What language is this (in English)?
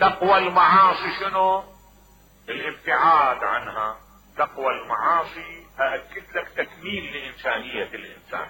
Mesopotamian Arabic